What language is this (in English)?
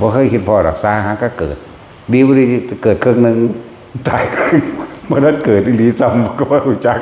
Northeastern Thai